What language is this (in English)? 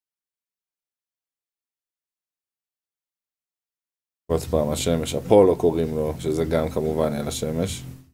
Hebrew